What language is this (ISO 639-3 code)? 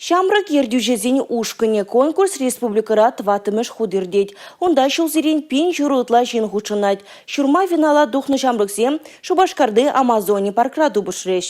chv